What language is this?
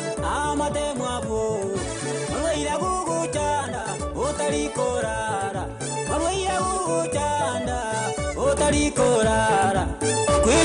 Gusii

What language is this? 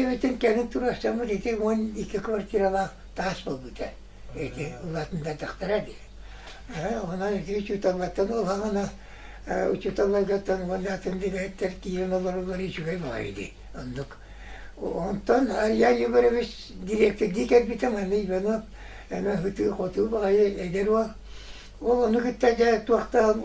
Yakut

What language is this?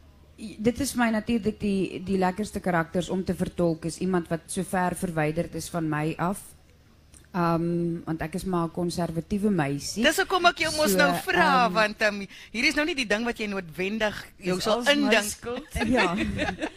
Afrikaans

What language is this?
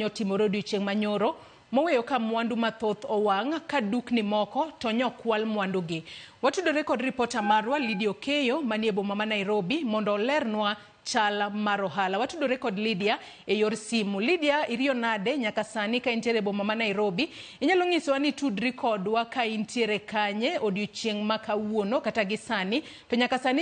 Luo (Kenya and Tanzania)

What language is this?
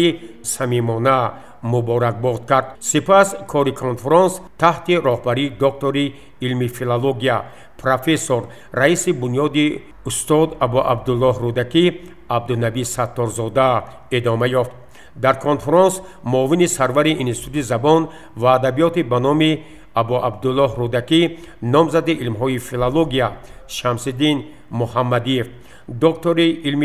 Tajik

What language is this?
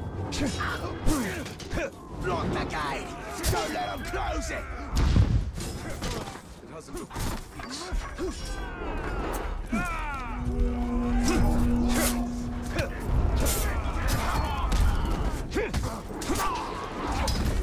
English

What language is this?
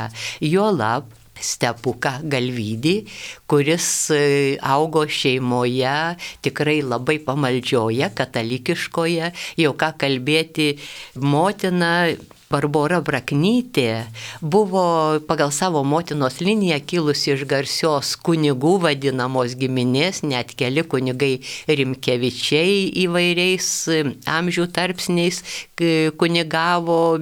Lithuanian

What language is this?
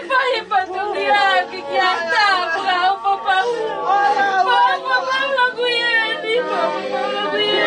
Tongan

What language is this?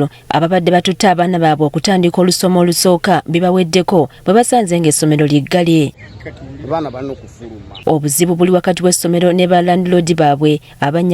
Ganda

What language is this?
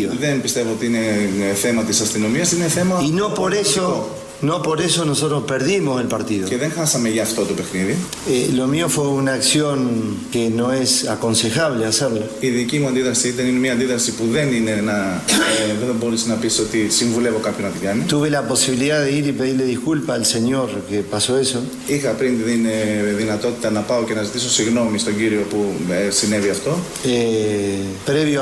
Greek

